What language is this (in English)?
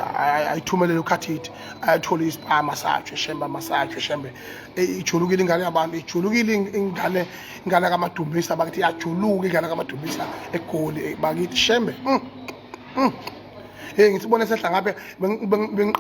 Zulu